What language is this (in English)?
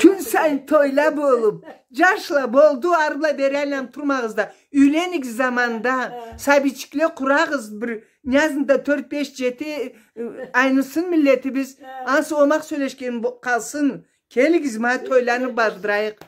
Karachay-Balkar